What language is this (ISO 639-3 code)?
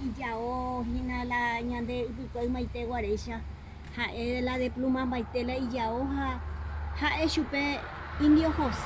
grn